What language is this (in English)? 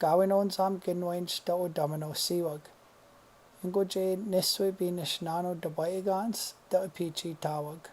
Chippewa